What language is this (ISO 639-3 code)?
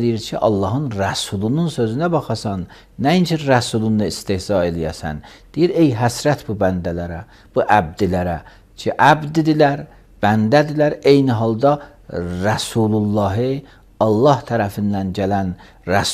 aze